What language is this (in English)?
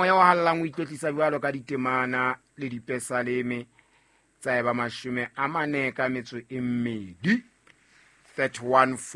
Southern Sotho